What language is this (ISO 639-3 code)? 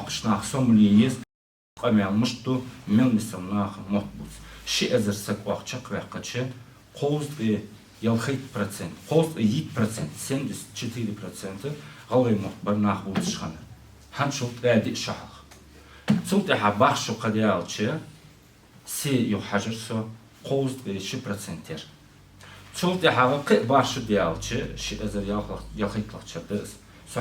inh